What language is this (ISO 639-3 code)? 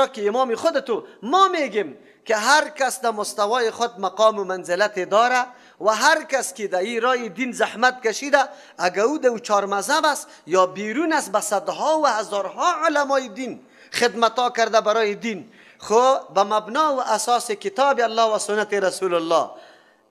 fas